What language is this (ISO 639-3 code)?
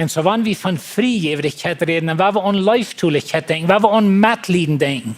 pdt